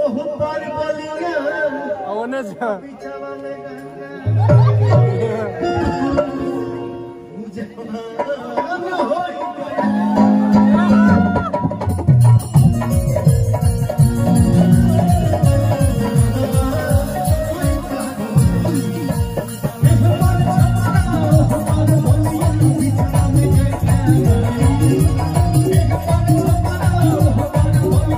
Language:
Bhojpuri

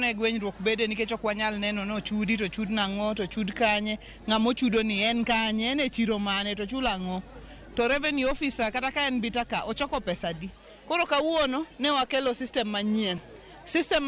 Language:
Luo (Kenya and Tanzania)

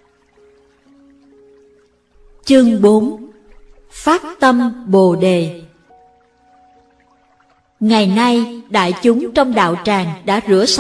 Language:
Vietnamese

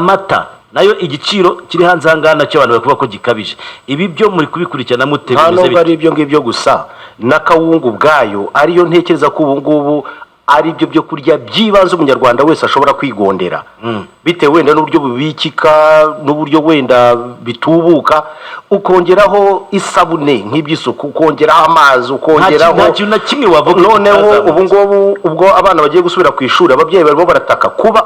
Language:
Kinyarwanda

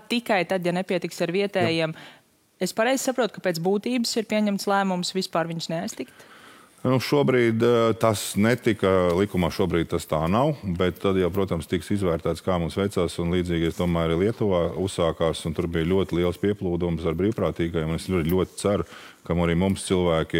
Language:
Latvian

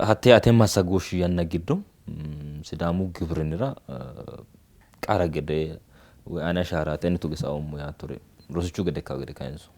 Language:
Sidamo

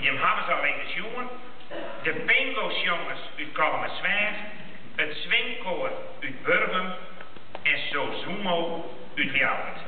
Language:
Western Frisian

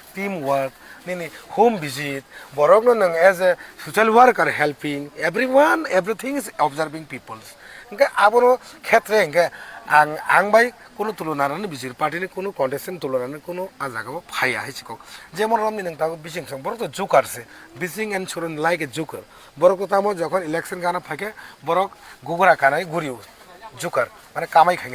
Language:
Kok Borok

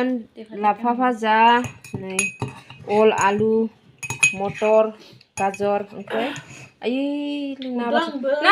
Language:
Bodo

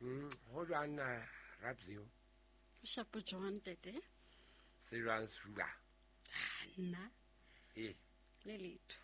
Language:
Southern Sotho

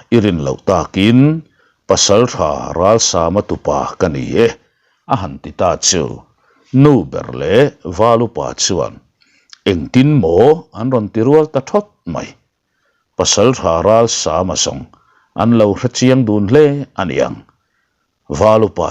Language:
Mizo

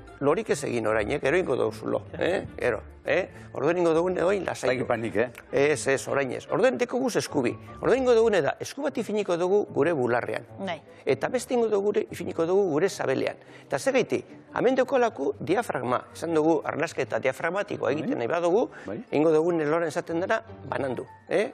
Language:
Basque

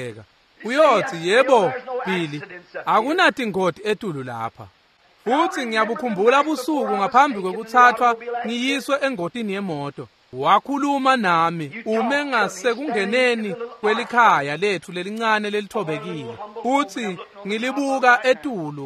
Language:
Swati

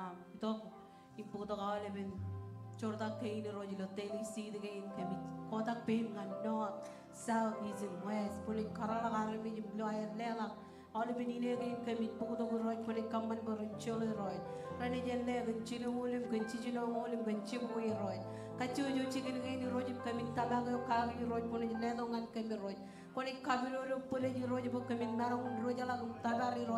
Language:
Marshallese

